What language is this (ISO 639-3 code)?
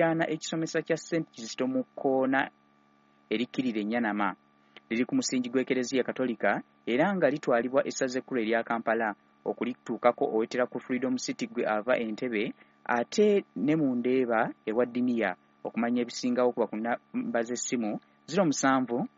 lug